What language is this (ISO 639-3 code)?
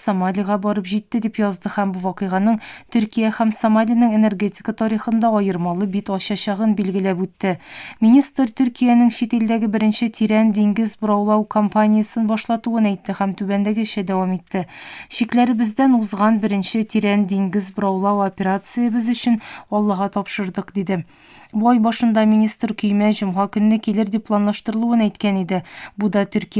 tat